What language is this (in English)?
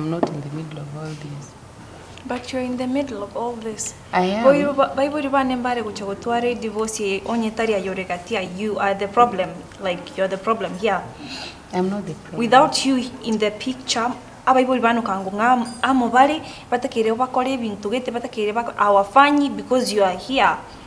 Gusii